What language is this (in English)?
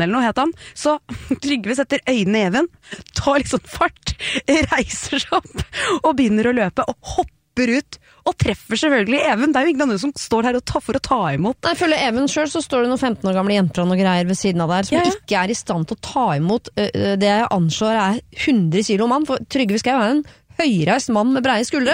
Norwegian